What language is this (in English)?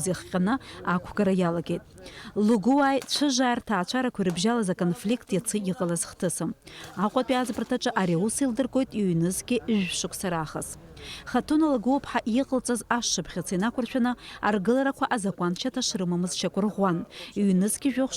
Abkhazian